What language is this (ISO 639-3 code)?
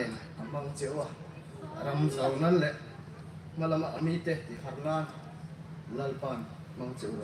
hmr